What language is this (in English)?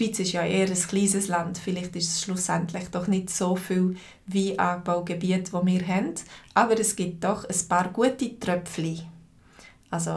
Swiss German